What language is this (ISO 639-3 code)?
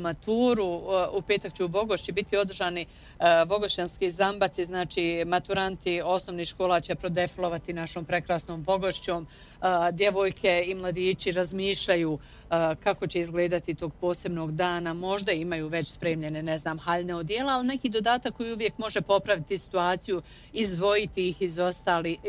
bos